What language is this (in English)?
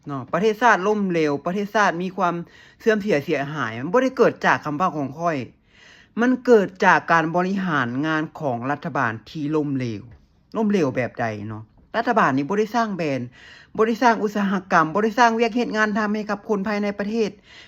Lao